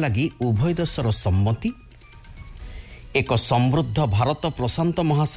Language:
Odia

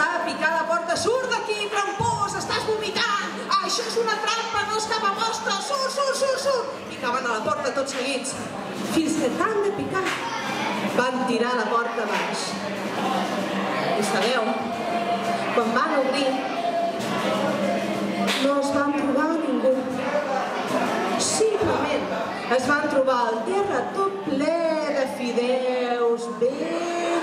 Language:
Catalan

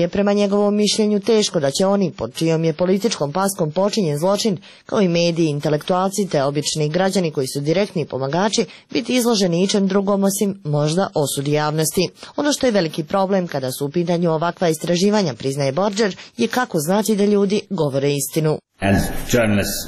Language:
Croatian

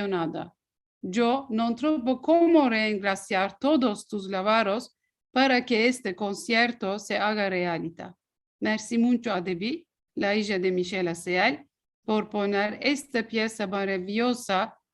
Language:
Ladino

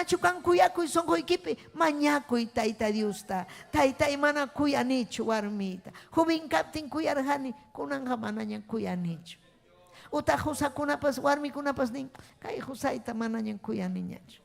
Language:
Ayacucho Quechua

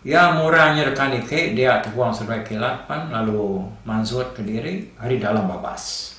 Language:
Iban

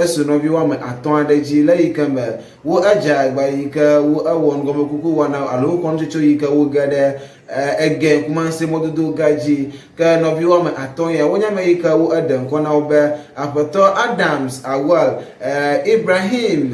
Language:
Ewe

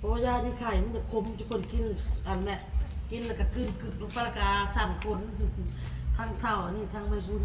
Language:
Northeastern Thai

